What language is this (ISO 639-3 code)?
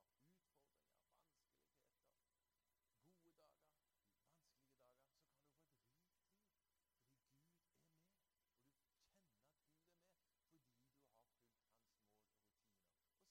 nor